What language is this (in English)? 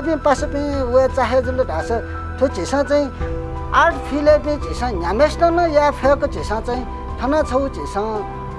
Newari